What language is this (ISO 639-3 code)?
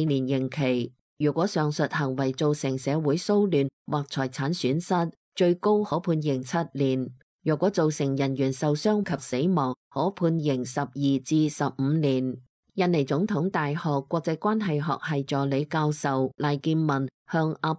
yue